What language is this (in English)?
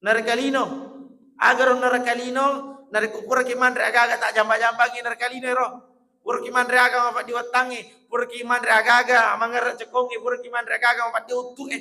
Buginese